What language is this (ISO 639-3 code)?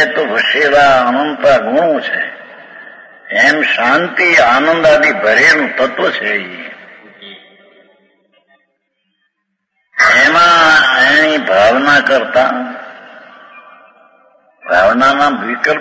guj